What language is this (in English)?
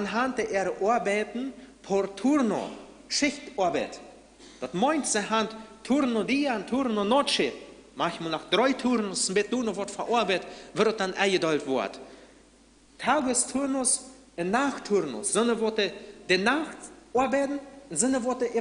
Plautdietsch